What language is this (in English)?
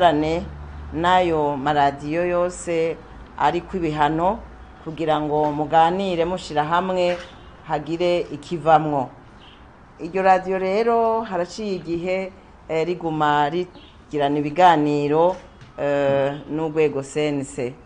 Rundi